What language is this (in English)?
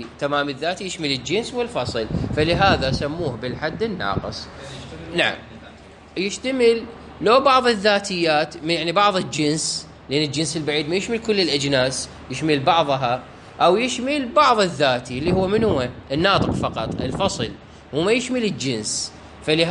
Mesopotamian Arabic